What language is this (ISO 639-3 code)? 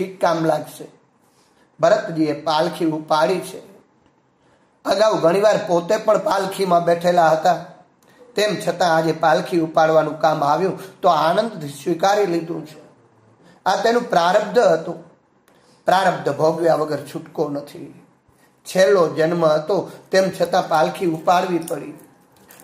guj